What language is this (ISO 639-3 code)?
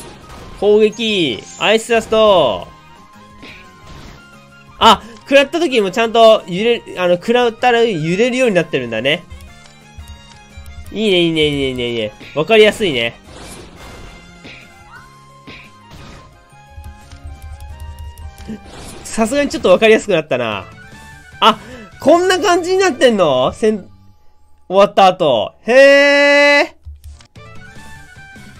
jpn